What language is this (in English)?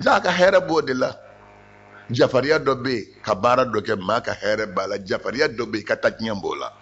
Bambara